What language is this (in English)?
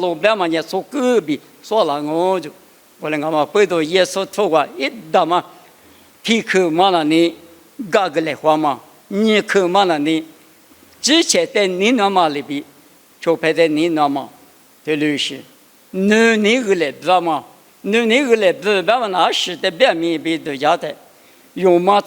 Lisu